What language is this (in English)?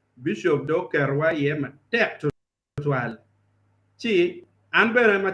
Acoli